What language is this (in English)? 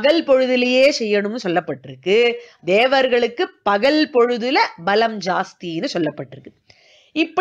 Tamil